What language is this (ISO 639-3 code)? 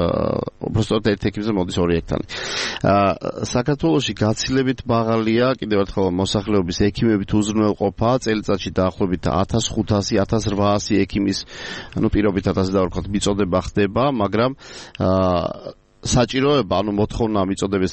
kat